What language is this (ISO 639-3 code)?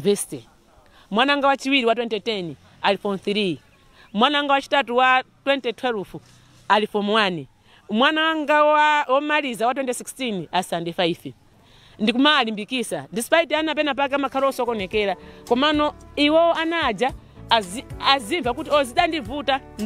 nya